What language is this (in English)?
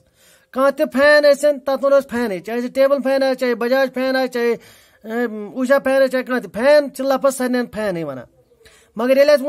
Kashmiri